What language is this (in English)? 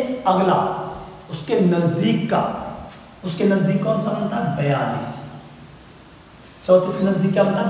Hindi